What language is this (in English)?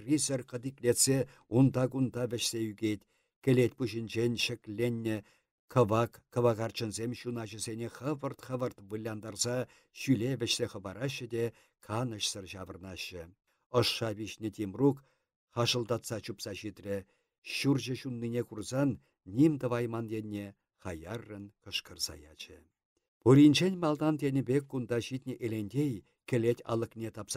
Chuvash